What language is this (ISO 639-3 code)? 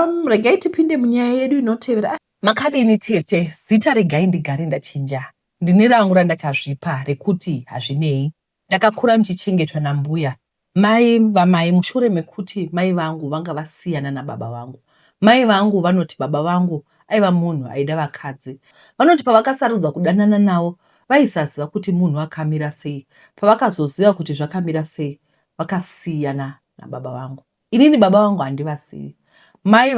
sna